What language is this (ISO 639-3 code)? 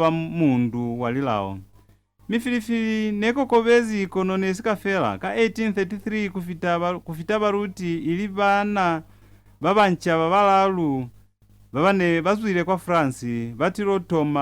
loz